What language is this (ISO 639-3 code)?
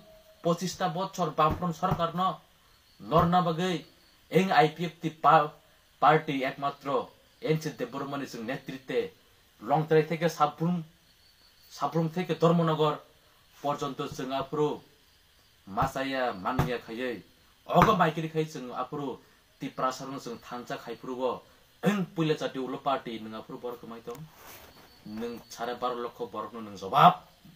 trp